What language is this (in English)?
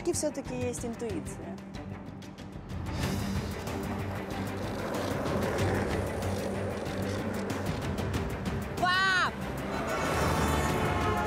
Russian